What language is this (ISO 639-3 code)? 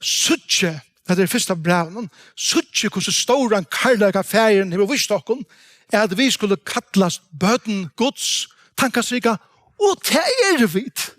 fao